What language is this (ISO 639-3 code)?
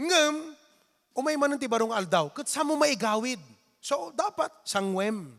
ilo